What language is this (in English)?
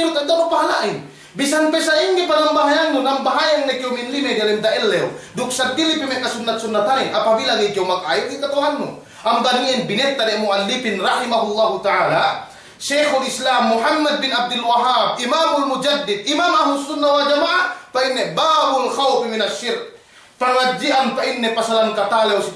Yakan